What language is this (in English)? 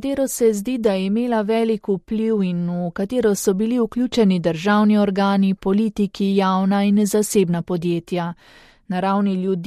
Slovenian